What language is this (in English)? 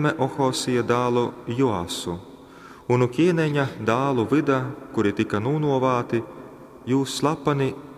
Latgalian